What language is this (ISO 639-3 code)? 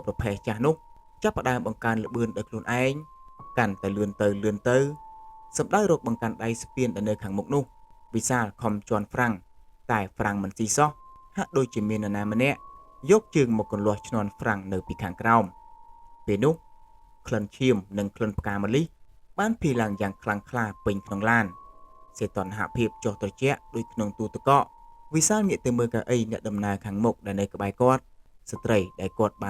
khm